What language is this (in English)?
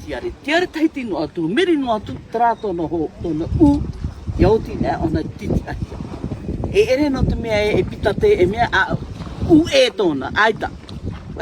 Tahitian